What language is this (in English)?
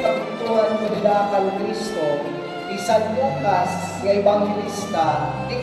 Waray